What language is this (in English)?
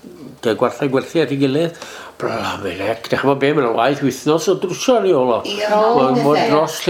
Welsh